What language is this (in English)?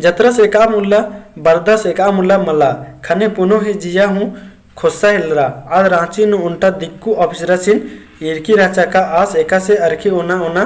Kurukh